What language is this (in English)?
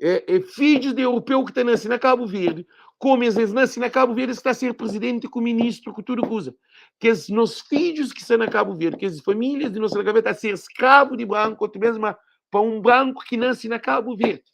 Kabuverdianu